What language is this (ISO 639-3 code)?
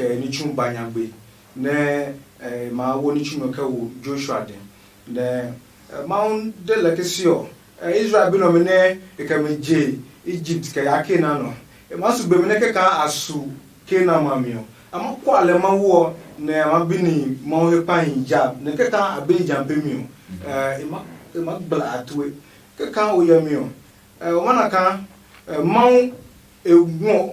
ada